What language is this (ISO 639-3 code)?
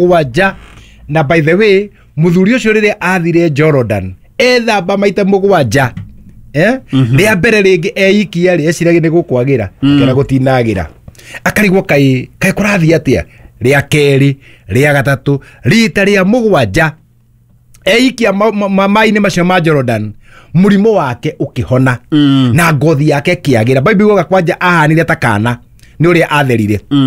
kik